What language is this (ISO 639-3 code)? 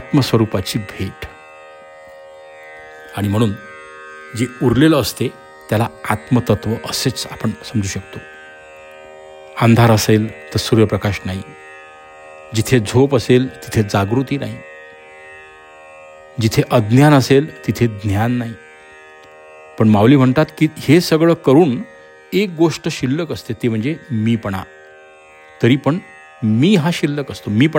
mar